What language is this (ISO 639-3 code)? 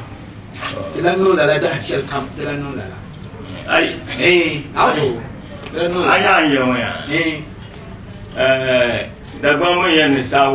dag